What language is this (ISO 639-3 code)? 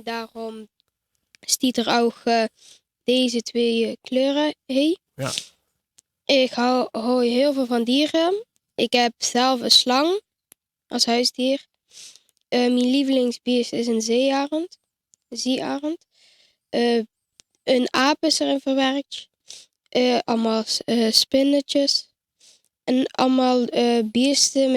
lim